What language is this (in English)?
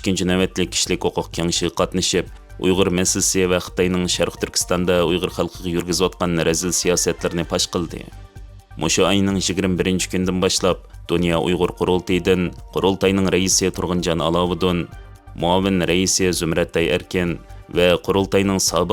Uyghur